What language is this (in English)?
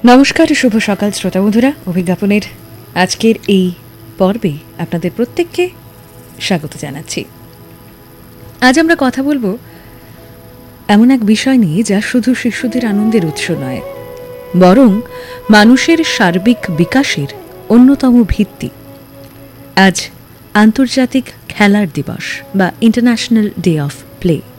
Bangla